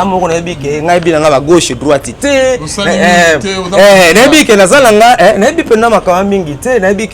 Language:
Lingala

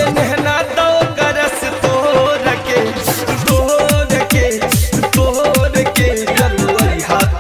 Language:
Bhojpuri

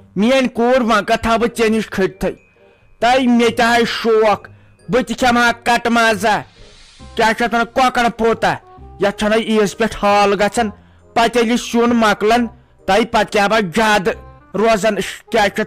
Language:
Kashmiri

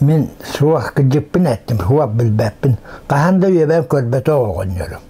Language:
Yakut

